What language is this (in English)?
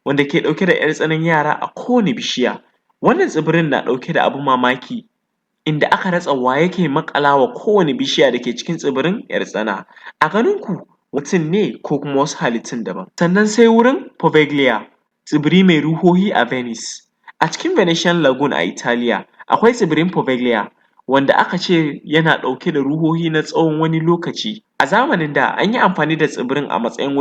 Hausa